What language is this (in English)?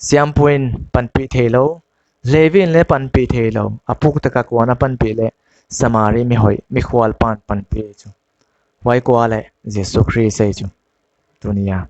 Paite Chin